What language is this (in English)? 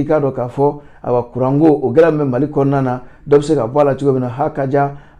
Bambara